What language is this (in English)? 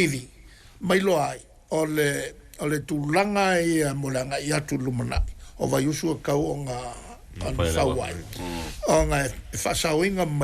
Samoan